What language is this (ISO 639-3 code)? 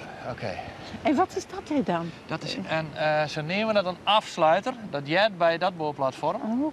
fry